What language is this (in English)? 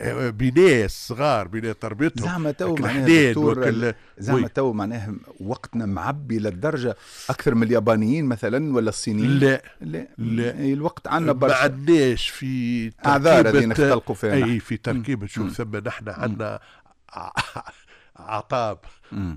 Tunisian Arabic